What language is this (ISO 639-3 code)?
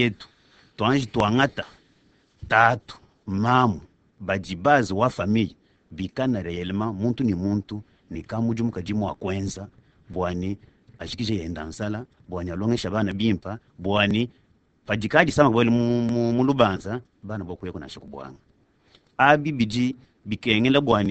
lua